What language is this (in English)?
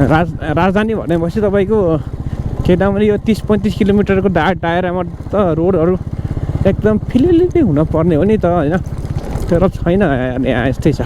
Nepali